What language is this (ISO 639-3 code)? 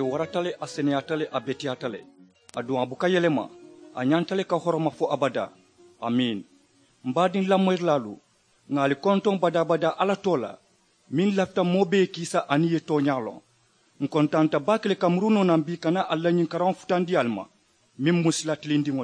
man